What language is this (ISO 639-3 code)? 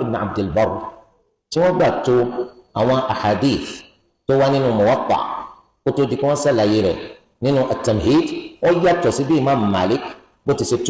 yor